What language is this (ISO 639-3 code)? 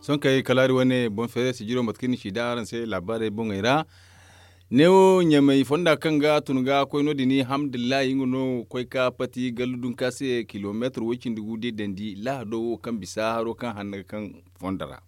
dje